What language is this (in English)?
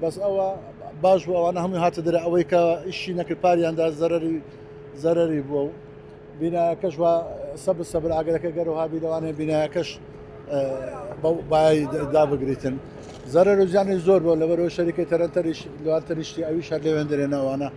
Central Kurdish